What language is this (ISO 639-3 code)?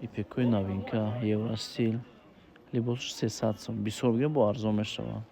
tgk